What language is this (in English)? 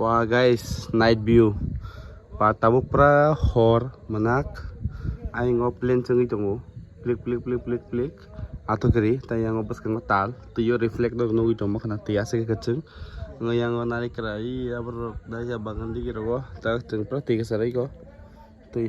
Kok Borok